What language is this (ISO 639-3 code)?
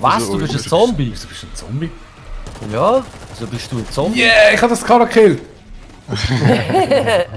gsw